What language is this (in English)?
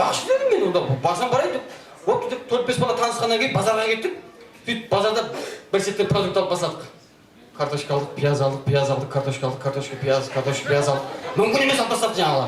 Kara-Kalpak